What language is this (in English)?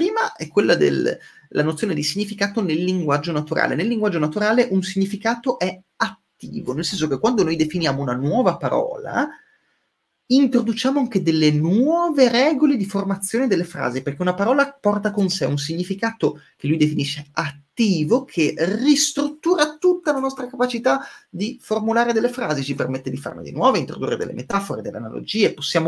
Italian